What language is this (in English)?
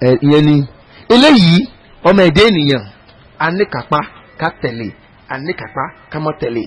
Yoruba